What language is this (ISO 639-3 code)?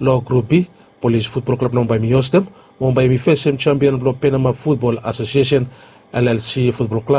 bis